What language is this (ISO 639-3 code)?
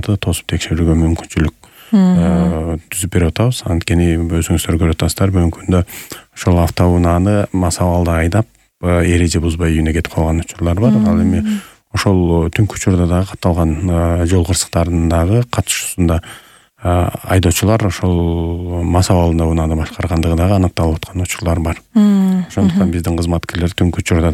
kir